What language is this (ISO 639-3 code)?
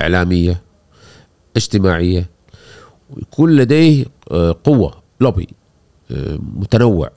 afb